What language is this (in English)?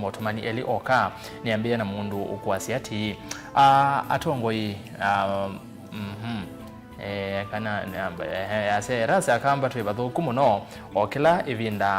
Kamba